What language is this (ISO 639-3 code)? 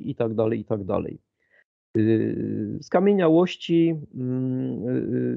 pol